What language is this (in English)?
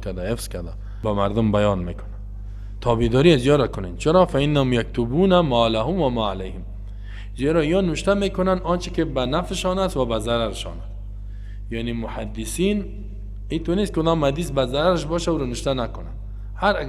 Persian